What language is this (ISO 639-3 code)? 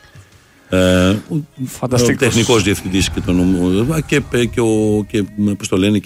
ell